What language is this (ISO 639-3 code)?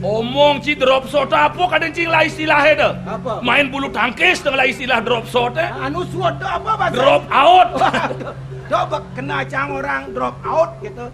ban